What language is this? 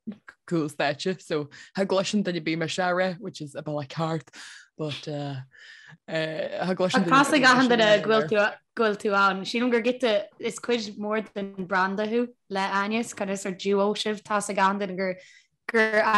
Irish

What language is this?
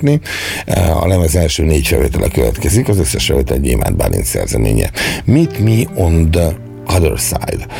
Hungarian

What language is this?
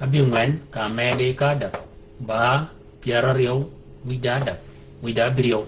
Shilluk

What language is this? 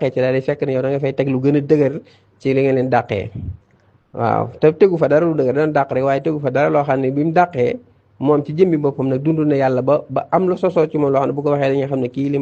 Wolof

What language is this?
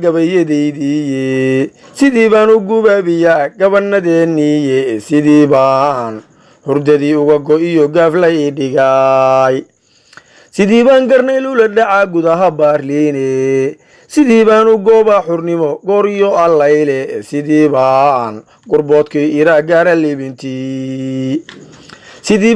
Somali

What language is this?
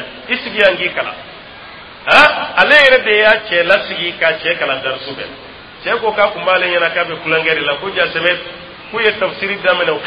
Dyula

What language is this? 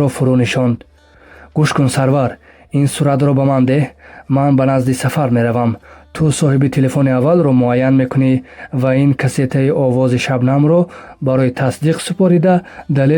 Tajik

